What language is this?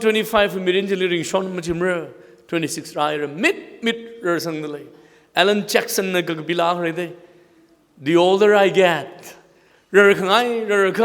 Tangkhul Naga (India)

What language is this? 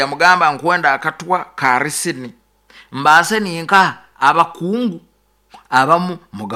Nyoro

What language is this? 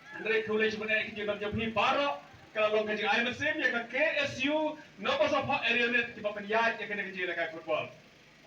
Khasi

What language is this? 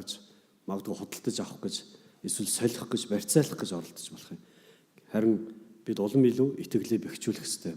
Mongolian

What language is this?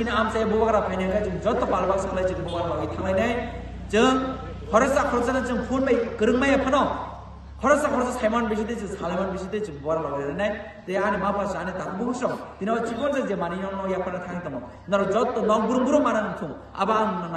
Kok Borok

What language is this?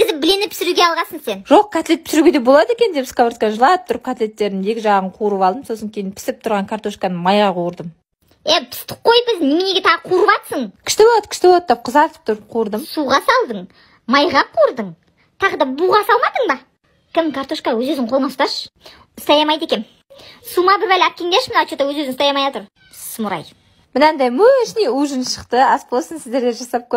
Kazakh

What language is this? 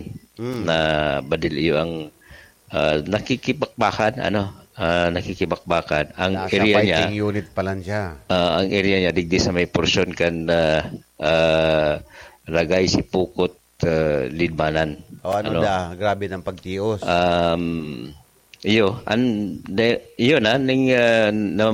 Bikol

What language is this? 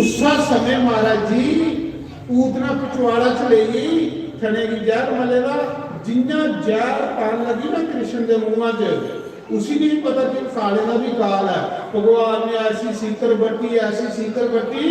Dogri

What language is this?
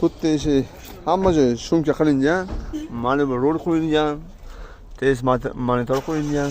Uzbek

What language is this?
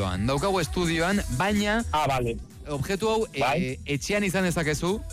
Basque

